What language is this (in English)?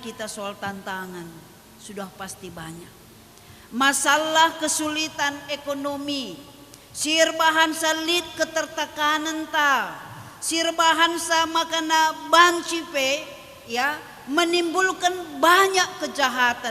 Batak Karo